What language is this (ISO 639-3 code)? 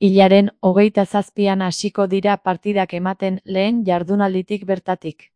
eus